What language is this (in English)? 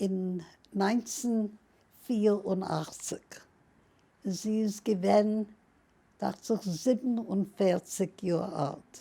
Yiddish